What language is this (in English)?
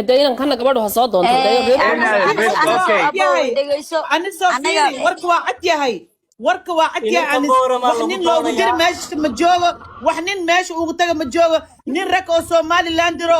Somali